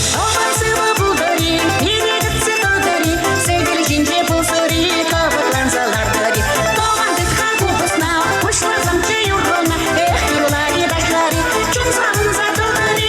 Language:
Chuvash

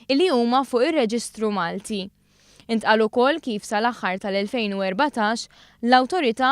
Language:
Maltese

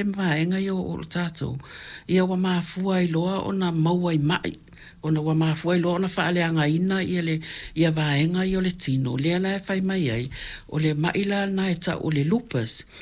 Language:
Samoan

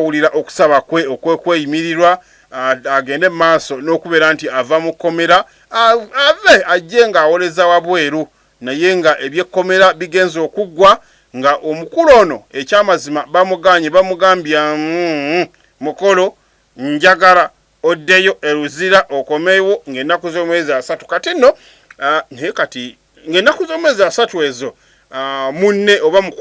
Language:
Ganda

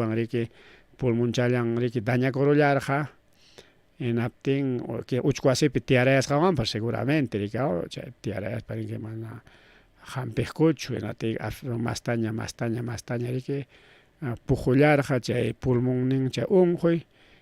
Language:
Ayacucho Quechua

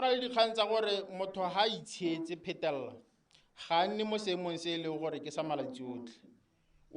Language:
Tswana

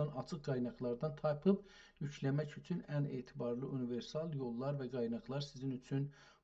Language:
South Azerbaijani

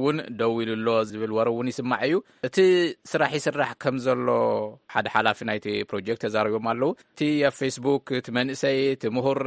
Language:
Tigrinya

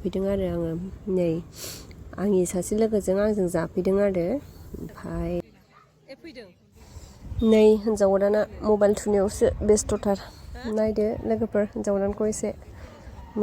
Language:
Bodo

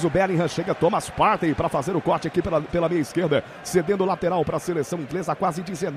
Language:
Portuguese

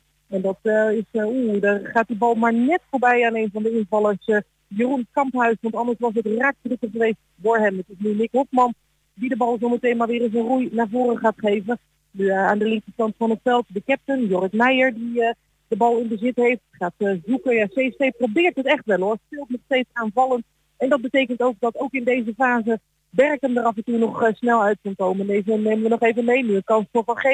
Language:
Dutch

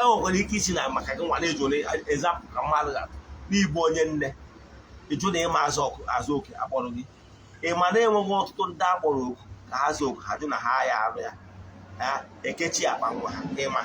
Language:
Igbo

